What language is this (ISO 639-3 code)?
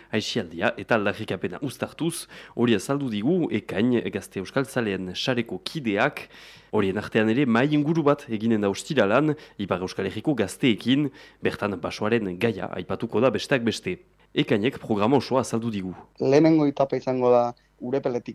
eus